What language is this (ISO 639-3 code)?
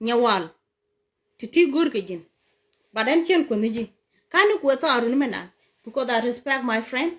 nus